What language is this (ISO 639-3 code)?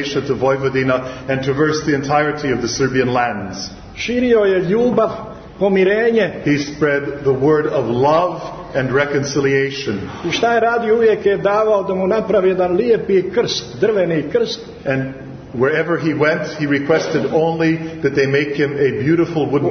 srp